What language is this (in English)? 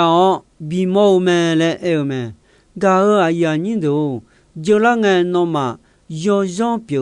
Akha